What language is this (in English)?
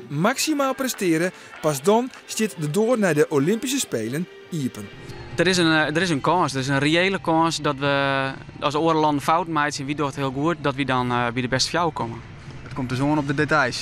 Western Frisian